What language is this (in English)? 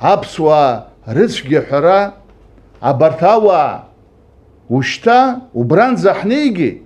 Abkhazian